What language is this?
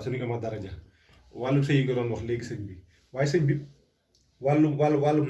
Wolof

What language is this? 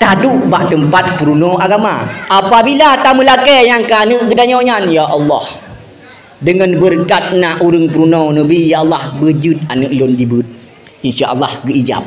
Achinese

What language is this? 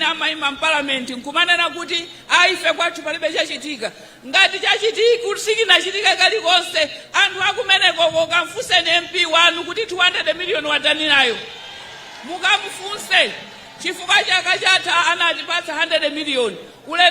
Nyanja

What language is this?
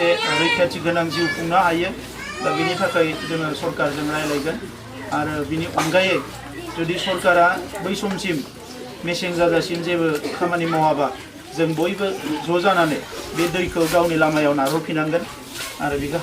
Bodo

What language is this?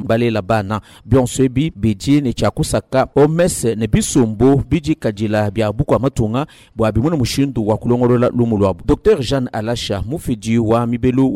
Luba-Lulua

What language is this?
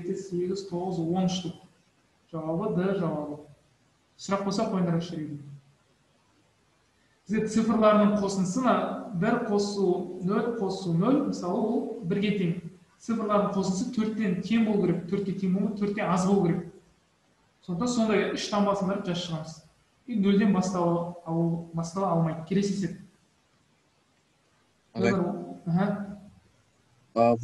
Kazakh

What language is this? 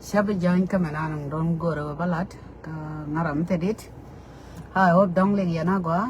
Nuer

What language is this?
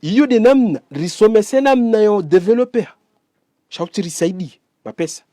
Ngazidja Comorian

